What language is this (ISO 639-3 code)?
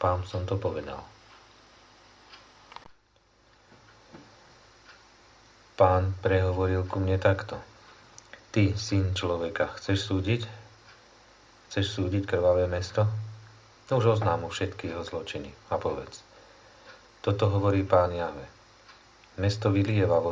slk